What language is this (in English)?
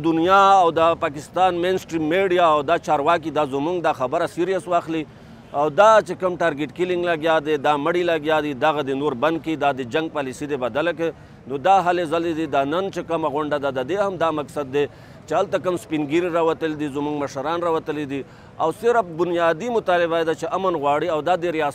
Pashto